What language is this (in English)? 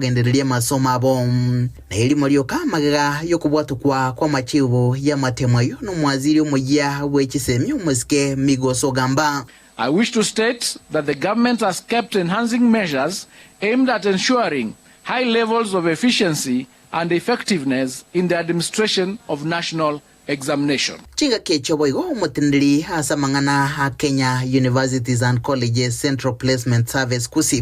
Gusii